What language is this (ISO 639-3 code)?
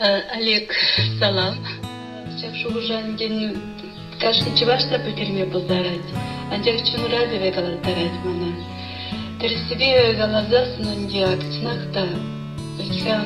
chv